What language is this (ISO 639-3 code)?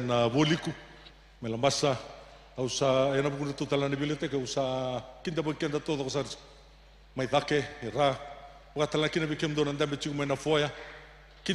fij